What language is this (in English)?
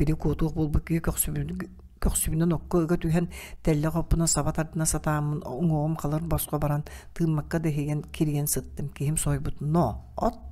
Yakut